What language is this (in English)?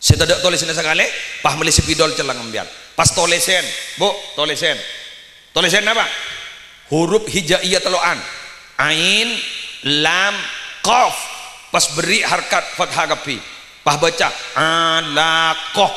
Madurese